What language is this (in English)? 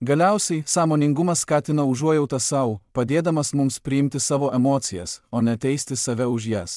Lithuanian